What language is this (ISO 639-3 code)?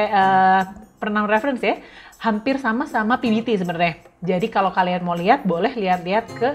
ind